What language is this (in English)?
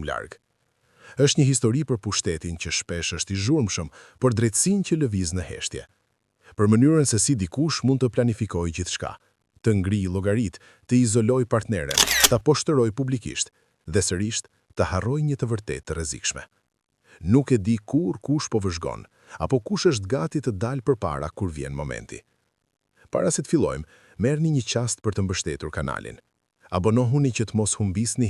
Albanian